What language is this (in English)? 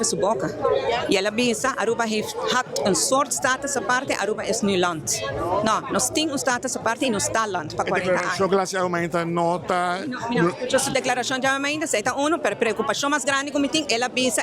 Papiamento